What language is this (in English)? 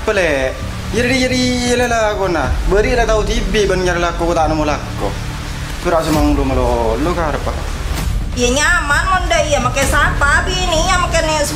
Madurese